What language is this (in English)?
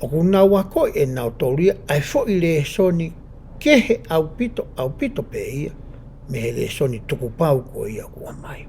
Tongan